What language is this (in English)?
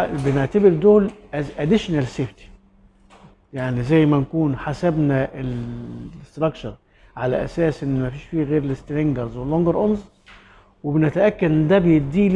Egyptian Arabic